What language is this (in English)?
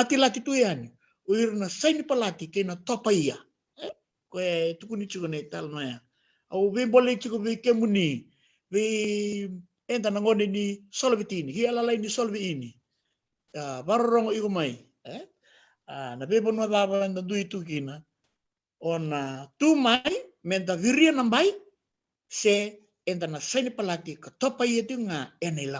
Fijian